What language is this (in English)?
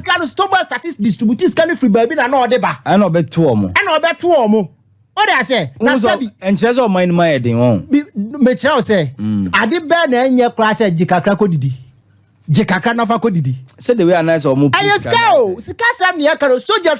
Akan